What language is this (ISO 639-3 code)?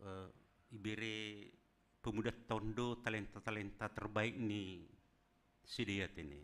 bts